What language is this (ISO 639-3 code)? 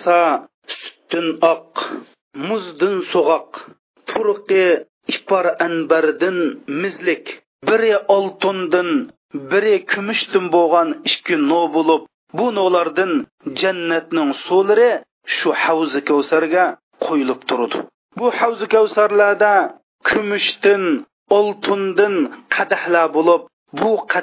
uig